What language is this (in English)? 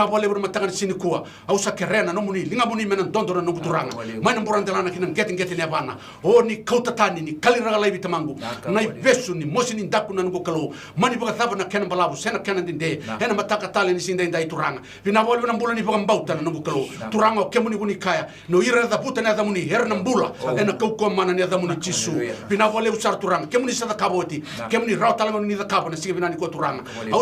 Fijian